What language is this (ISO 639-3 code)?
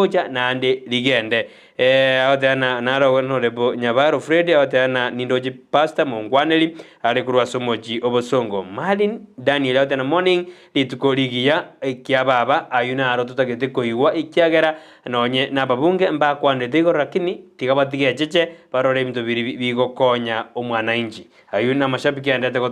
guz